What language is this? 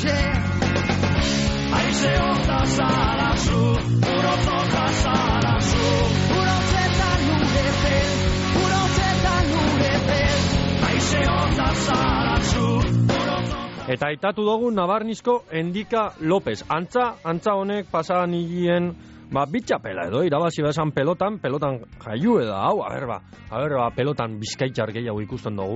Basque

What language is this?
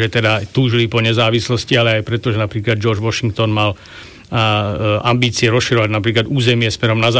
Slovak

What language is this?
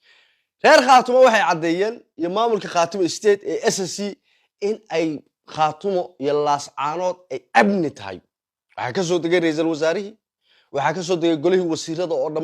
Somali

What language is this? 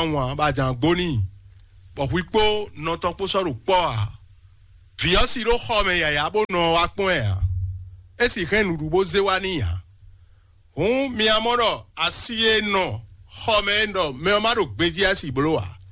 Fon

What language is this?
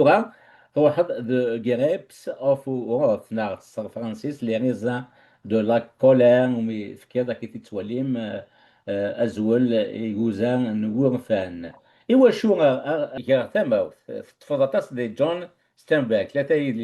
Kabyle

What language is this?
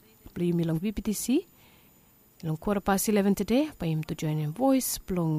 Bislama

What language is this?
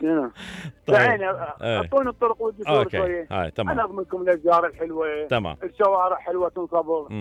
Mesopotamian Arabic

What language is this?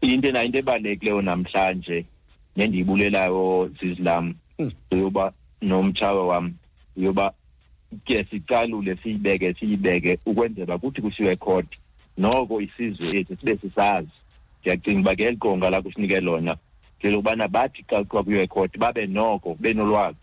Xhosa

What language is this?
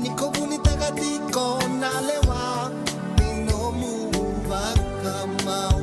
Fijian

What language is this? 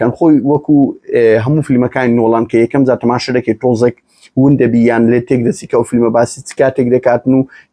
Central Kurdish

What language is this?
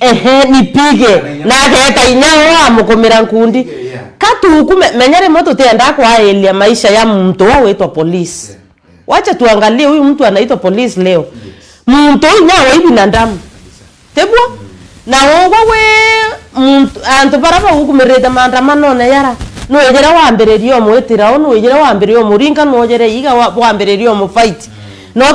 Meru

